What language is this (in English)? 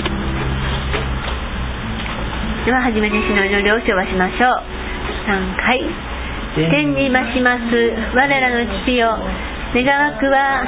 Japanese